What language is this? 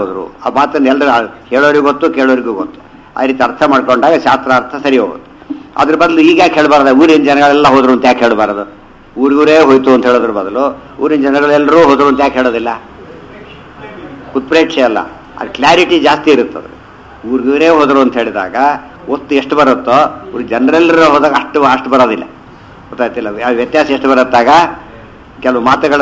Kannada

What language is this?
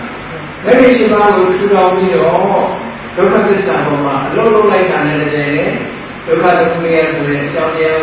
Burmese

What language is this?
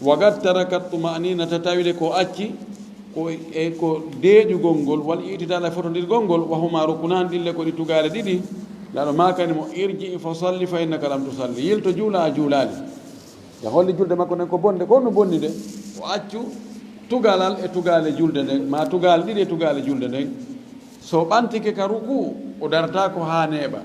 Fula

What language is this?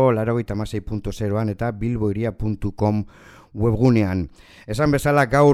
Basque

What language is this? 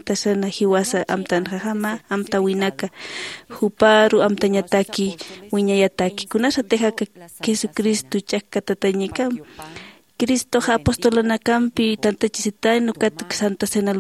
Aymara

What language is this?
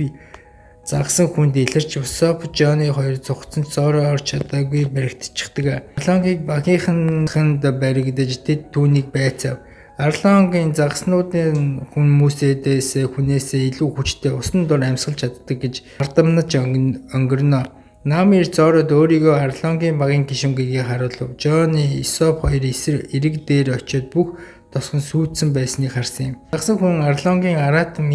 Mongolian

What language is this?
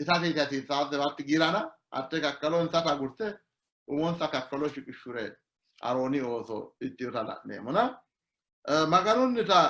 Sidamo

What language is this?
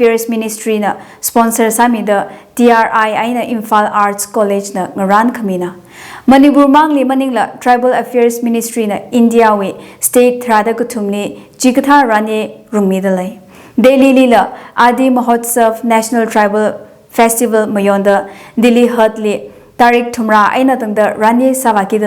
Tangkhul Naga (India)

